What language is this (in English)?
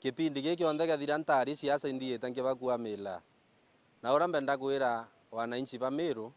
Meru